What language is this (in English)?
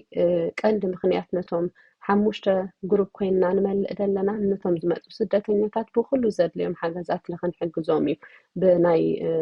Tigrinya